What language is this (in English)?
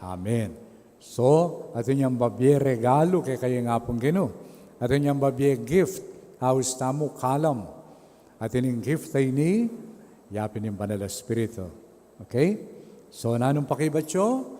Pampanga